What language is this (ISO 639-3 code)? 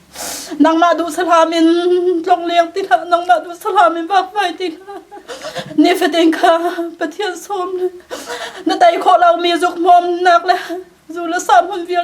cnh